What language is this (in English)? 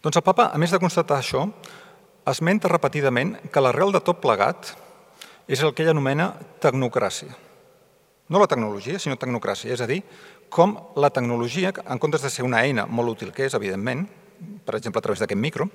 Catalan